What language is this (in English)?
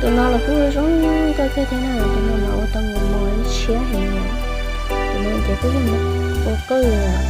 Hmong